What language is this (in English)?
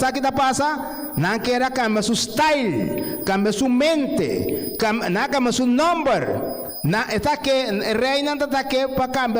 Papiamento